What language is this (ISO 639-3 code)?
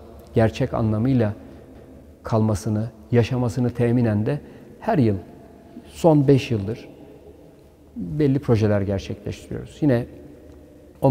tur